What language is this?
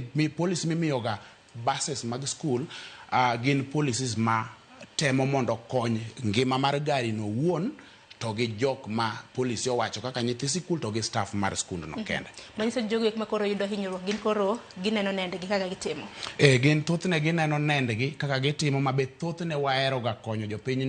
Luo (Kenya and Tanzania)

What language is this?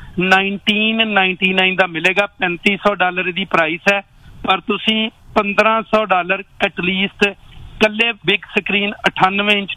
Punjabi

